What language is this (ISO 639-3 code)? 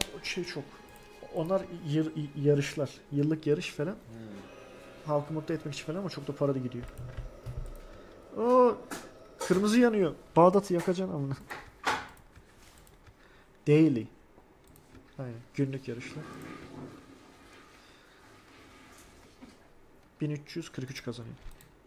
tur